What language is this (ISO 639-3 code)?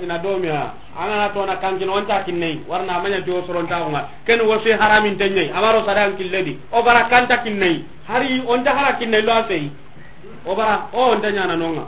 snk